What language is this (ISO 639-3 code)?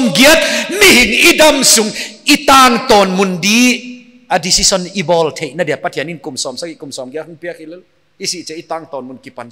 pck